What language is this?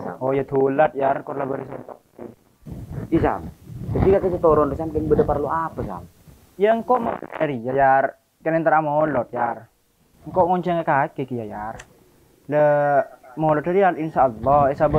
Madurese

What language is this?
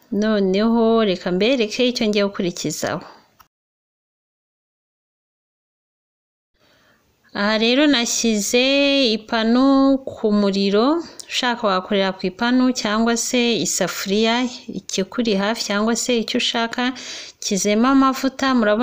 Kinyarwanda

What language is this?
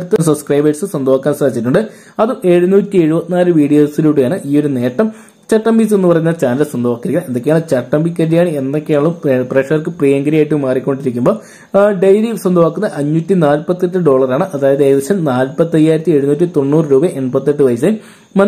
Malayalam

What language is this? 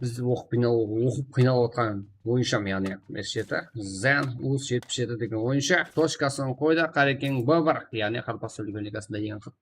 Kara-Kalpak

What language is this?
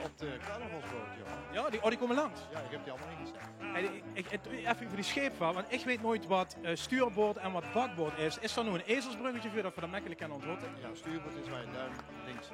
Limburgish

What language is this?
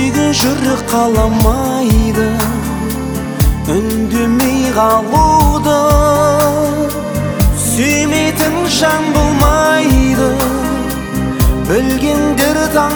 Kazakh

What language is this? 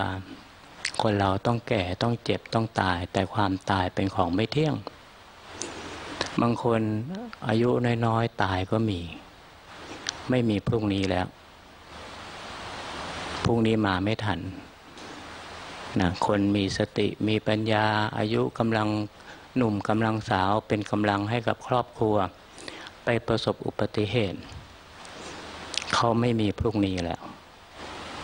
Thai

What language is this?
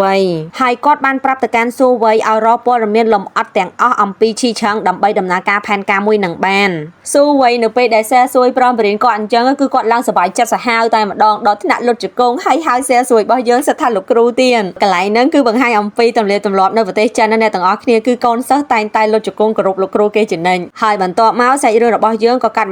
Khmer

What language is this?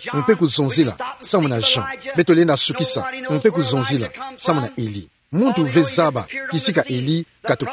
Kituba (Democratic Republic of Congo)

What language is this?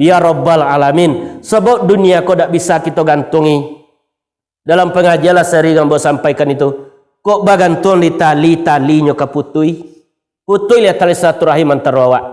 Minangkabau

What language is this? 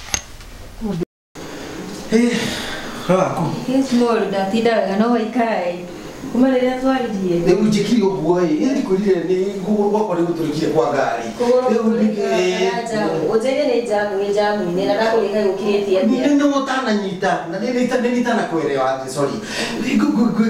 Kikuyu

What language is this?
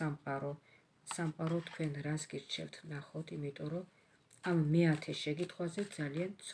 Georgian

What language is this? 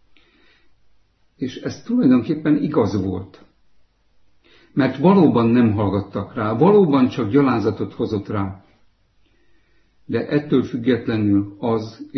Hungarian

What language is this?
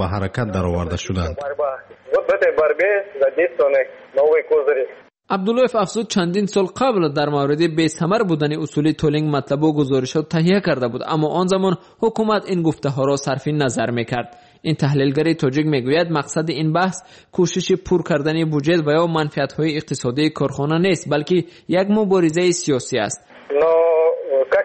Persian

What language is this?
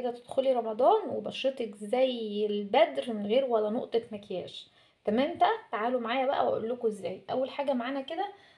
Egyptian Arabic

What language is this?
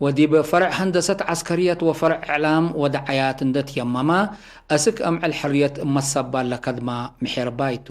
Tigre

